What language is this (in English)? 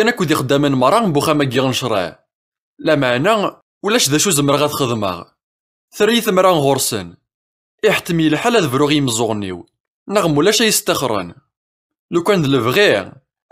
Kabyle